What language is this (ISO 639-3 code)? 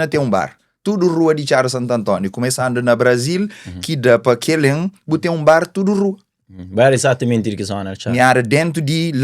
kea